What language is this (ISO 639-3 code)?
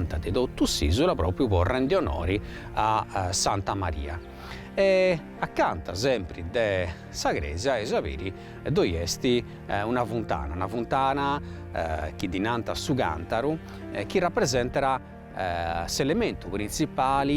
srd